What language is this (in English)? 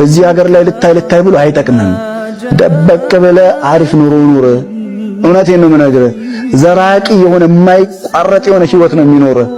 Amharic